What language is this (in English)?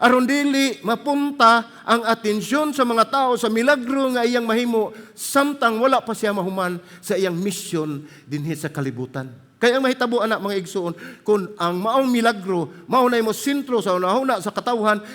Cebuano